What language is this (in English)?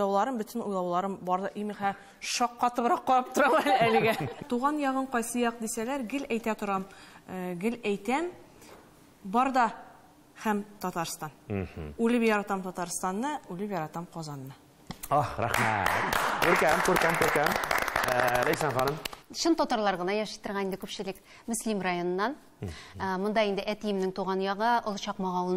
Tatar